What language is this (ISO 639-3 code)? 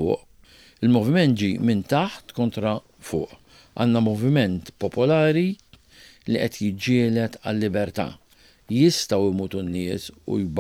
mlt